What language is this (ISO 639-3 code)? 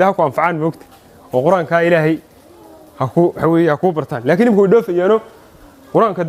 som